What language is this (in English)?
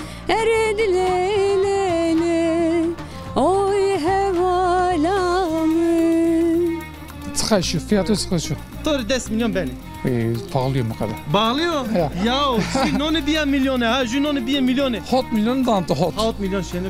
Zaza